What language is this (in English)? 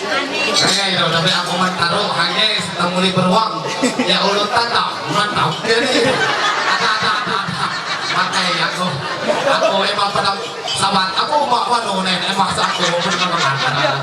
Ma'anyan